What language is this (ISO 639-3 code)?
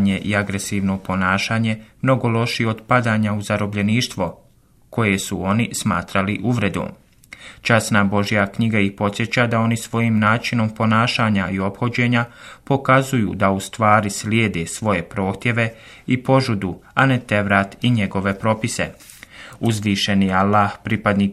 bos